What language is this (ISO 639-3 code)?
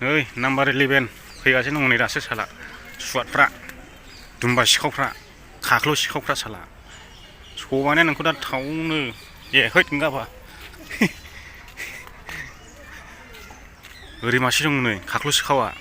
brx